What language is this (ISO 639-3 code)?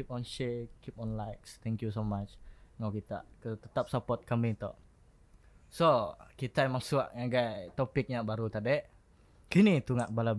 iba